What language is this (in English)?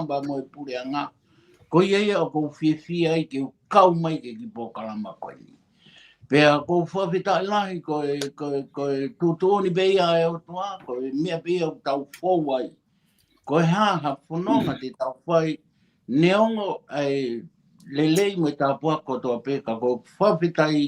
Tongan